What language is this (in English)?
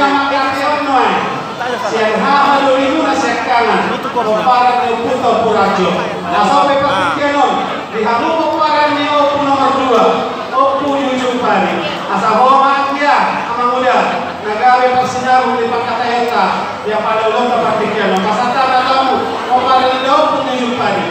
Batak Toba